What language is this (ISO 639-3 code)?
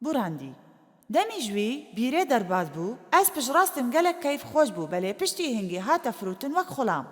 kur